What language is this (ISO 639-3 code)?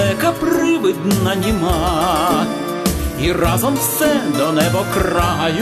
ukr